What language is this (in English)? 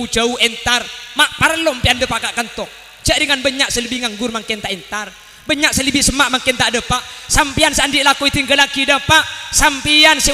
Madurese